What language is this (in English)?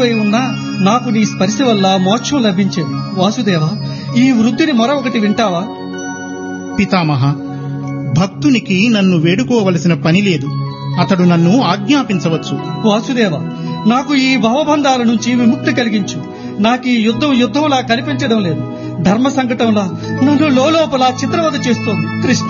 Telugu